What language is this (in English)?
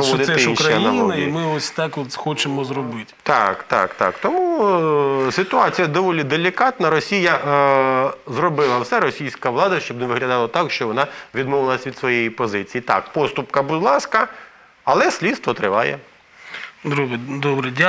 Ukrainian